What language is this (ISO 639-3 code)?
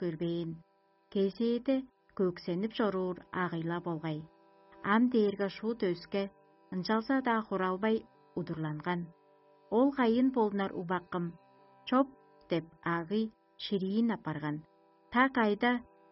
tyv